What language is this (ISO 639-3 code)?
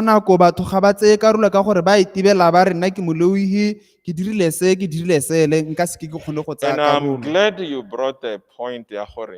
tsn